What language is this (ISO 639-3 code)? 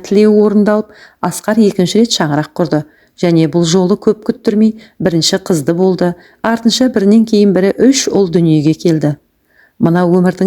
kaz